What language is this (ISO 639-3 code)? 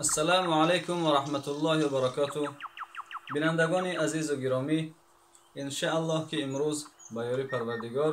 tgk